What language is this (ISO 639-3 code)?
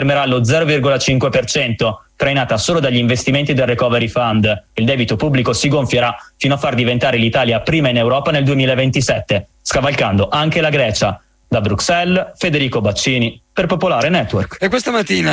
ita